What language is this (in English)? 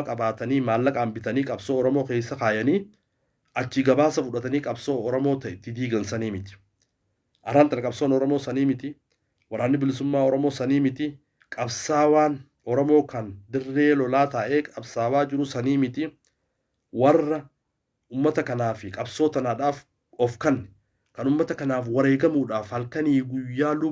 Oromo